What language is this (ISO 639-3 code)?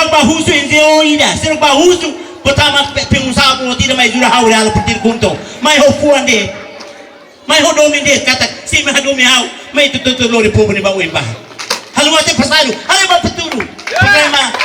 tet